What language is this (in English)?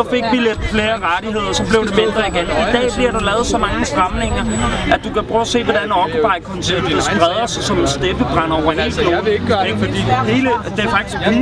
Danish